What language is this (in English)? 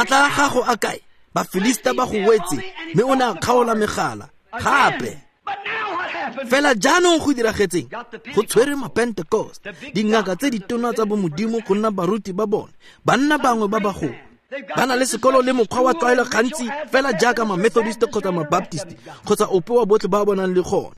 Tswana